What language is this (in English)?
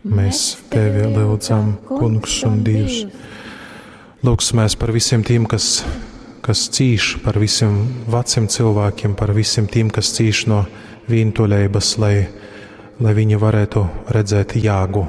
Latgalian